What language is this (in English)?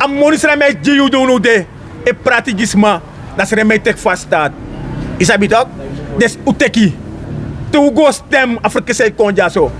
Sranan Tongo